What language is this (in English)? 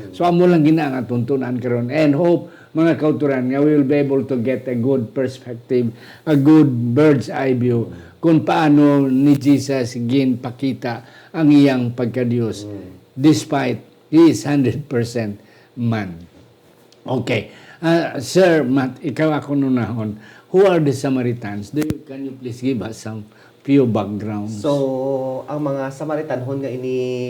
Hiligaynon